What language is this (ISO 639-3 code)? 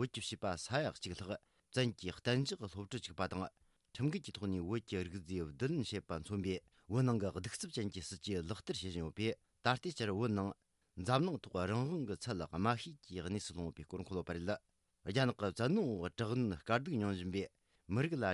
bod